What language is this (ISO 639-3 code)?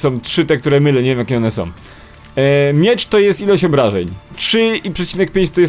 pol